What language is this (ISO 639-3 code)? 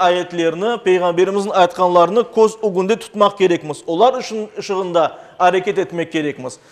crh